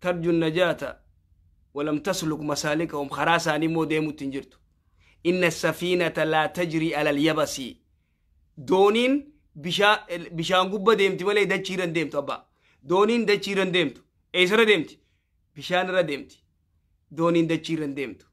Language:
Oromo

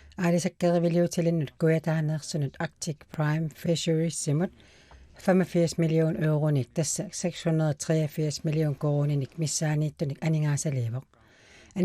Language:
Kalaallisut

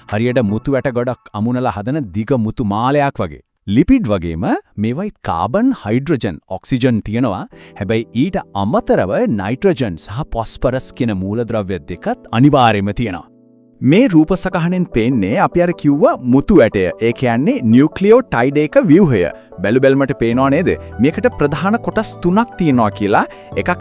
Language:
Sinhala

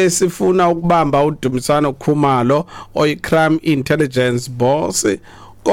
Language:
Xhosa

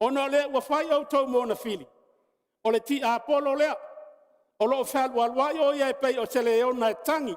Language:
Samoan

